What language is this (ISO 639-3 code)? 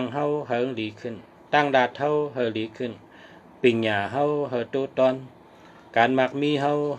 shn